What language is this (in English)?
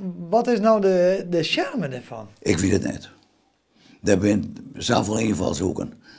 Western Frisian